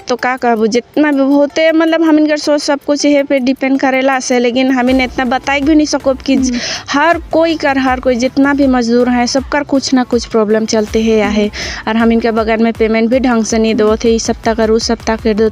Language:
Sadri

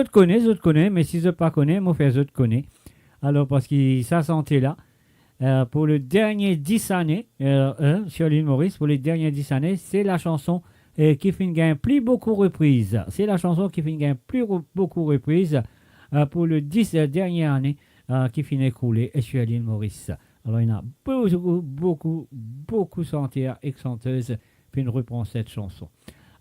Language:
Morisyen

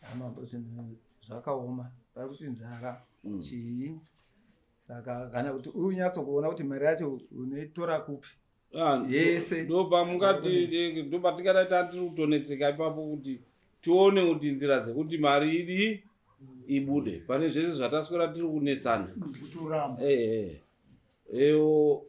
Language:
Shona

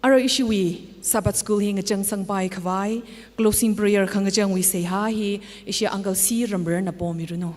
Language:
Tangkhul Naga (India)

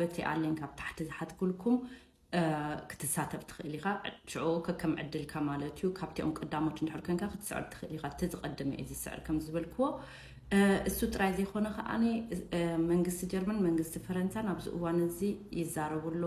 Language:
Tigrinya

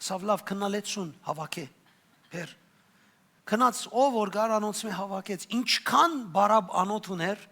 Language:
Western Armenian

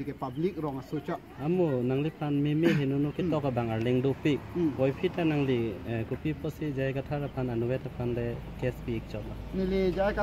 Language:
Karbi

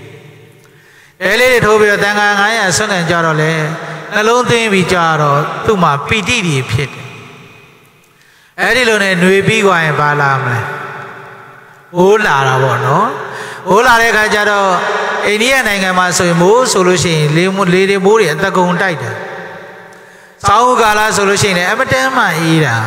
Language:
Burmese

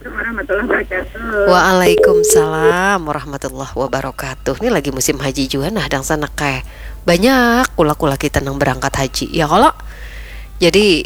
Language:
Banjar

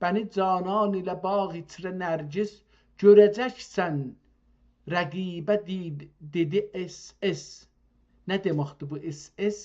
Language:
South Azerbaijani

